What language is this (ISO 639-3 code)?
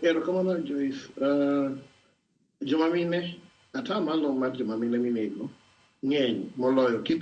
luo